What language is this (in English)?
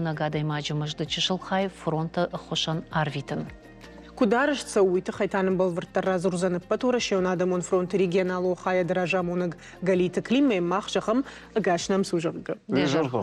Ossetic